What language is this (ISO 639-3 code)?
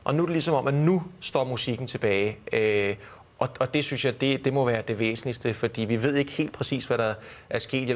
dan